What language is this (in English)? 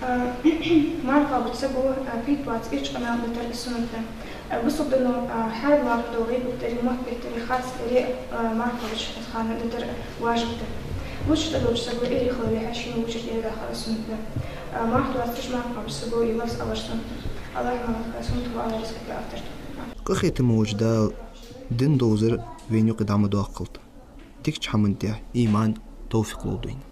Ingush